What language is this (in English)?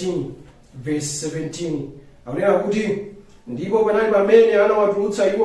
Nyanja